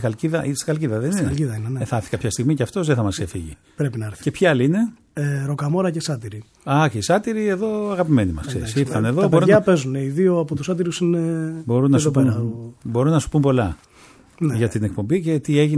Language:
Greek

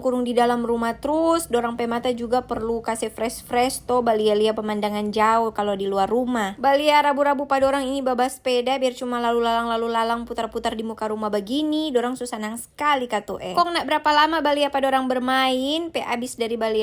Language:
Manado Malay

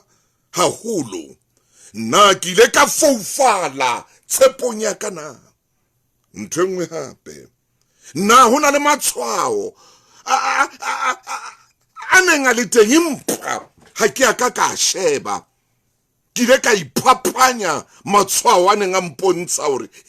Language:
Southern Sotho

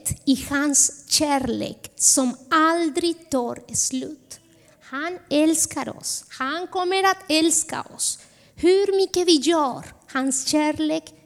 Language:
Swedish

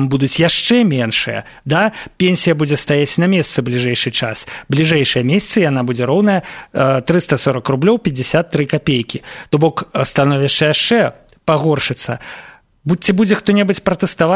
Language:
Belarusian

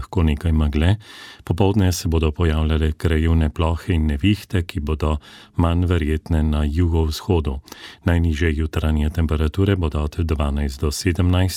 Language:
Slovenian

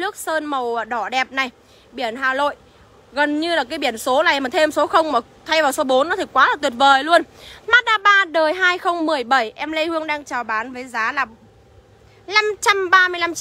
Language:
Vietnamese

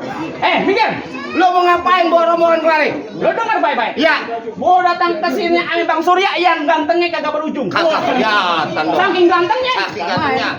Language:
Betawi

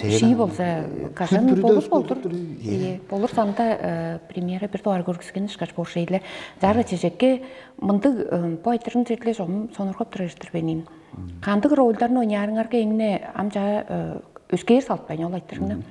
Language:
Tuvinian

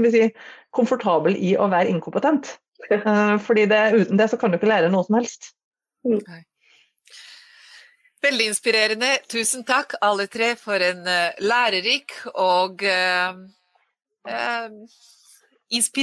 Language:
Norwegian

